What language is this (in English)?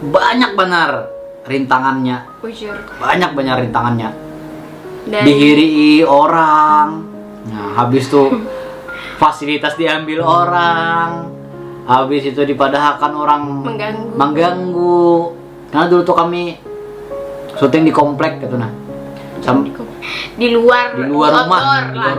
Banjar